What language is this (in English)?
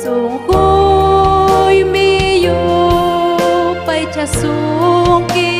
Ayacucho Quechua